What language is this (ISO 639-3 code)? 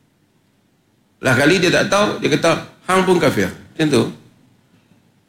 msa